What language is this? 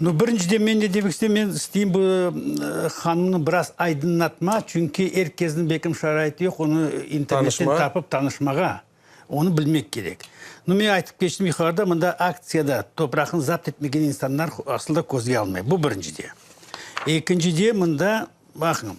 Crimean Tatar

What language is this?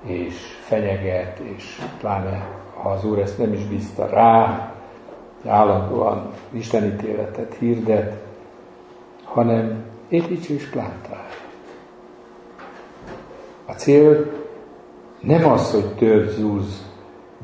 Hungarian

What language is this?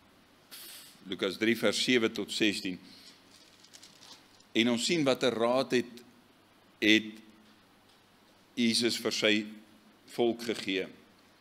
Afrikaans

